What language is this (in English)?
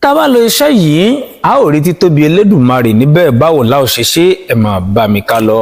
Yoruba